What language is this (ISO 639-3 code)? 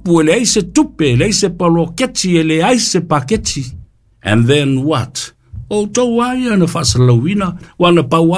smo